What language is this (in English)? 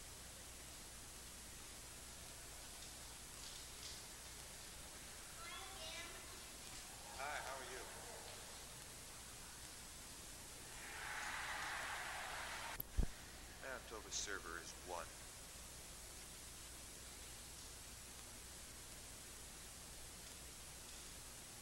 English